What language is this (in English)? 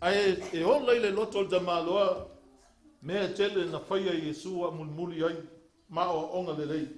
Samoan